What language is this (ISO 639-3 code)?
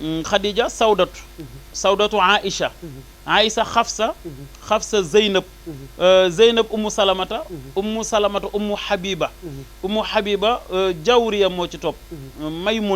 wol